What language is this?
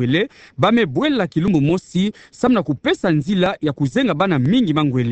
Kituba (Democratic Republic of Congo)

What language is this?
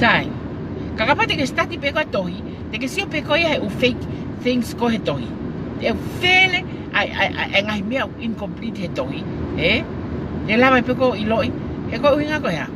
Tongan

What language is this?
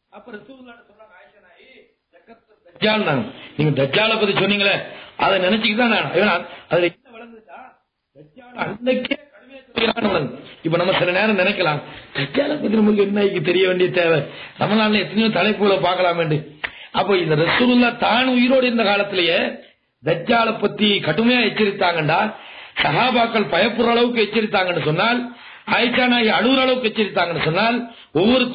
Tamil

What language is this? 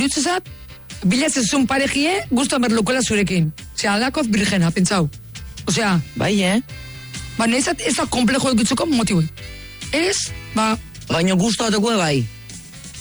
Basque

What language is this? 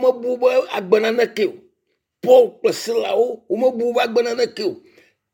Ewe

